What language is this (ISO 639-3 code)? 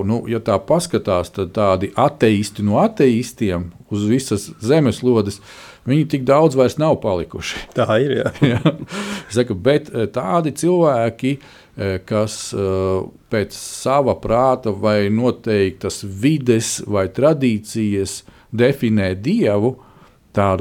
lav